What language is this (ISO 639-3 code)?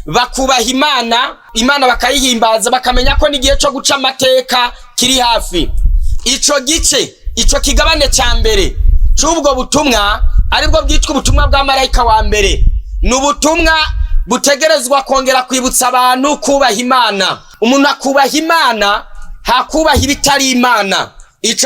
run